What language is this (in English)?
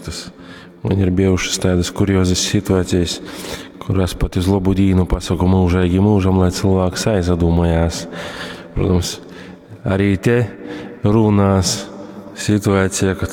Latgalian